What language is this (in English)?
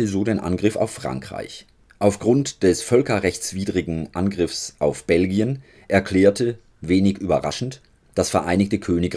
German